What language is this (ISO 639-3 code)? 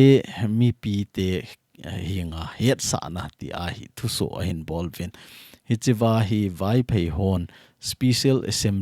tcz